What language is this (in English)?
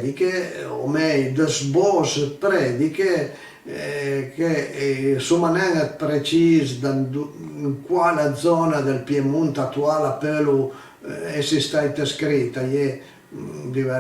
Piedmontese